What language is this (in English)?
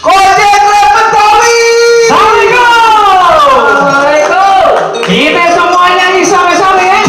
Betawi